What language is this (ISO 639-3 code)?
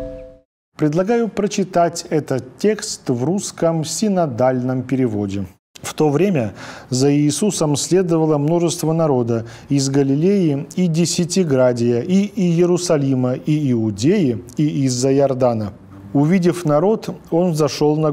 rus